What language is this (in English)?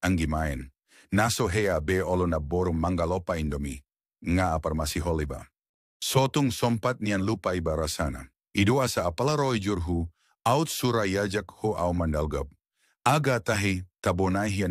Batak Toba